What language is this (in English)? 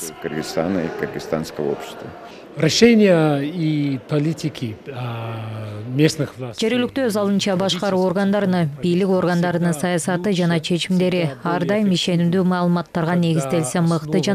Kyrgyz